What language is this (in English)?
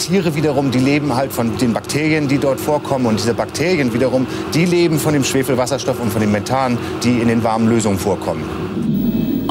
German